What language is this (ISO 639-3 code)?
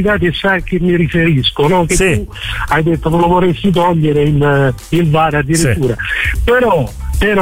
ita